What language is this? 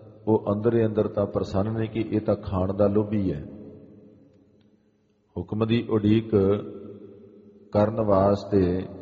Punjabi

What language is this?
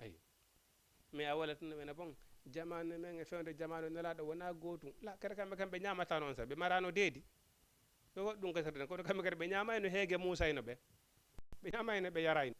Fula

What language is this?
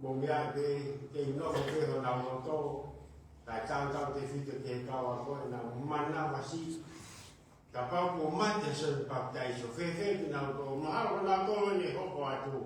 Tongan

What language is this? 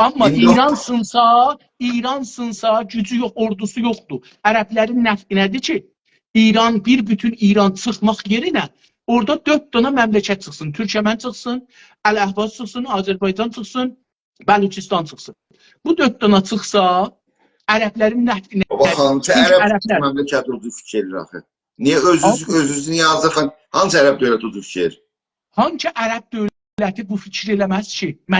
South Azerbaijani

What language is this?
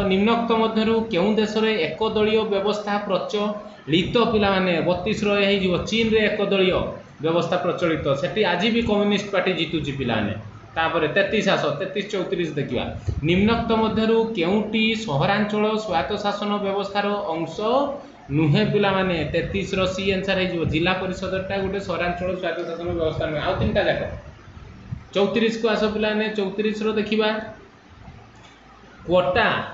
Odia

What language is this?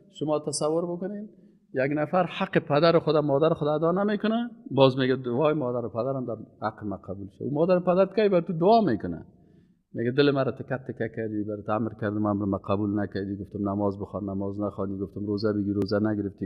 Persian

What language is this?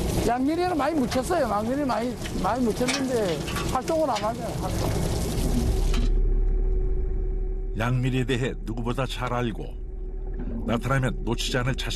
Korean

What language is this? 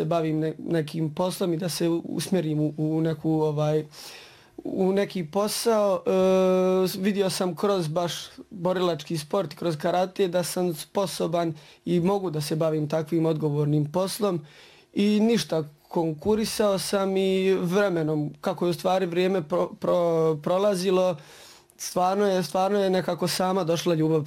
Bosnian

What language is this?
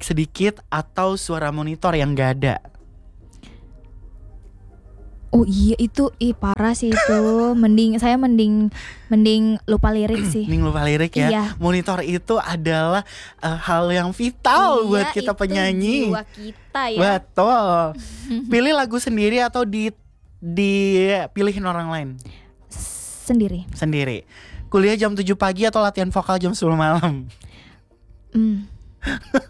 Indonesian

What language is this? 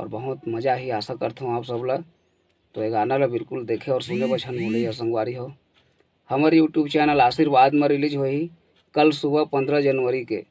Chhattisgarhi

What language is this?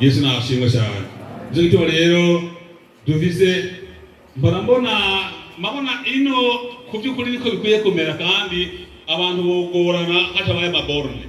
Rundi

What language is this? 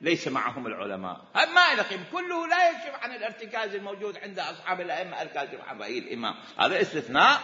Mesopotamian Arabic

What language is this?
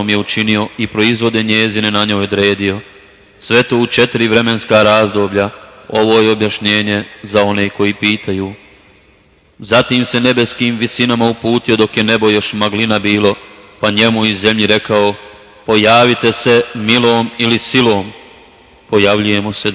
Bosnian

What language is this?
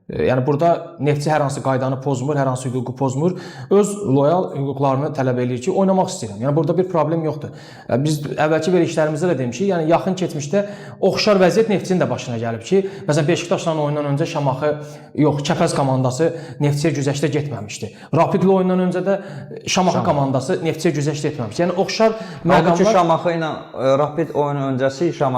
Azerbaijani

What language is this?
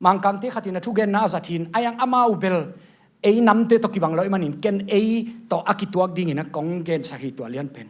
Tedim Chin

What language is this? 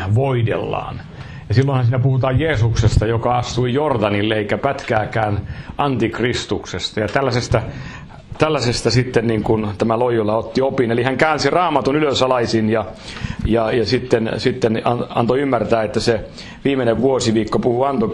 Finnish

